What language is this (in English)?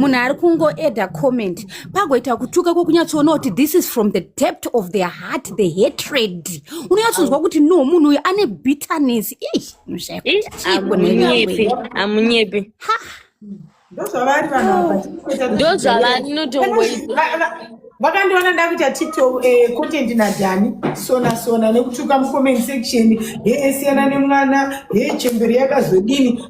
Shona